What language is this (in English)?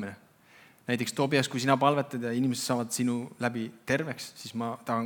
Estonian